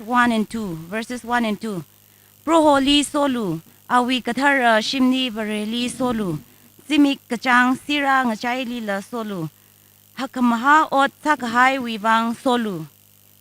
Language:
Tangkhul Naga (India)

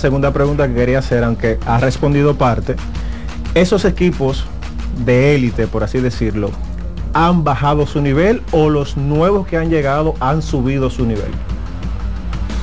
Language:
Spanish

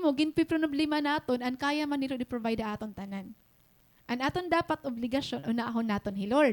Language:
Waray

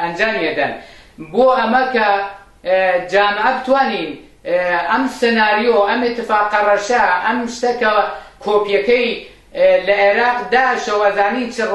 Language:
Central Kurdish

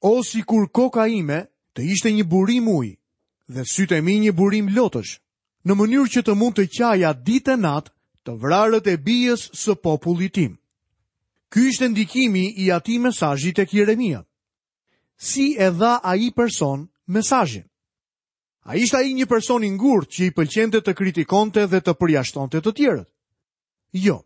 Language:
Albanian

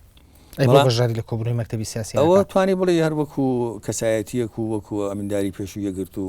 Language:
Central Kurdish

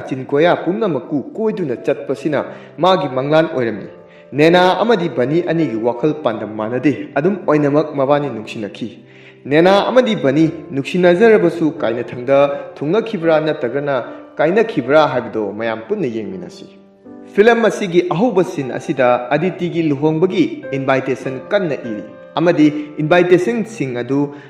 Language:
Manipuri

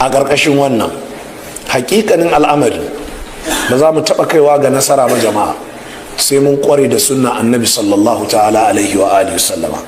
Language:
Hausa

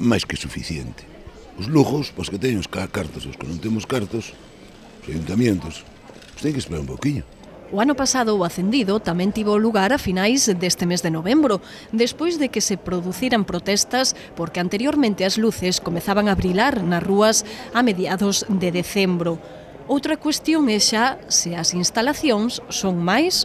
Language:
Galician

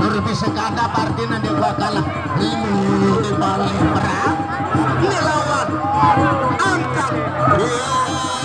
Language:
Sasak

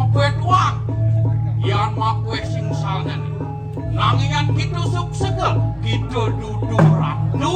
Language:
Balinese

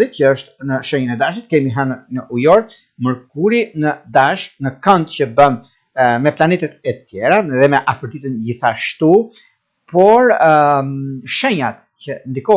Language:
Albanian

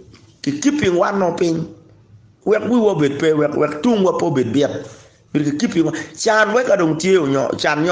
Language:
Acoli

